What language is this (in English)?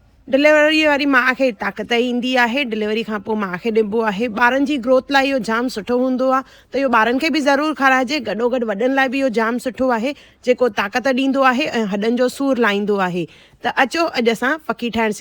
Sindhi